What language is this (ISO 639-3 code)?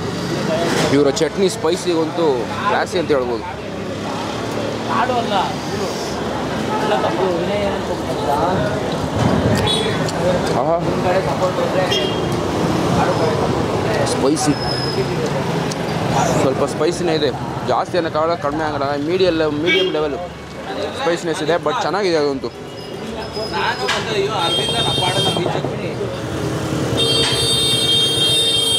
kan